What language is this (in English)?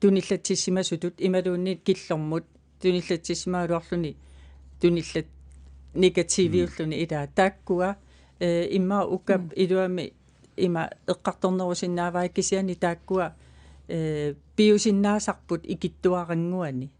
Kalaallisut